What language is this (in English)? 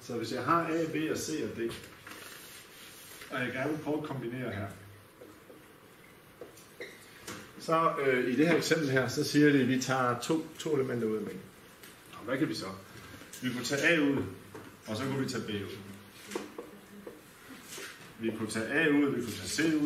Danish